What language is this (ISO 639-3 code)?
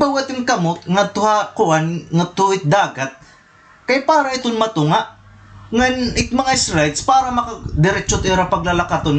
war